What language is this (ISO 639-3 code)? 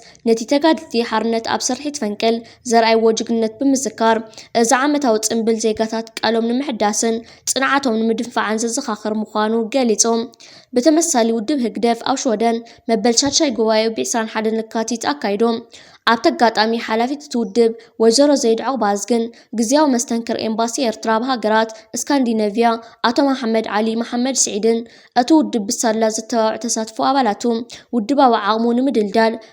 tir